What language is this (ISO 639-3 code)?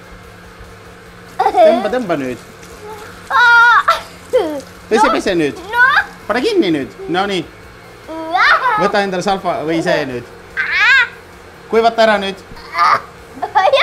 est